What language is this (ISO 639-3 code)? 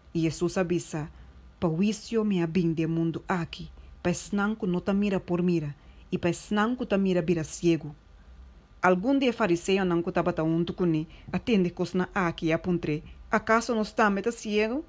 pap